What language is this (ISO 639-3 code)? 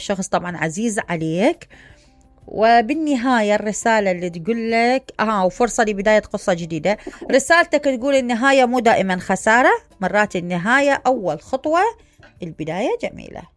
acm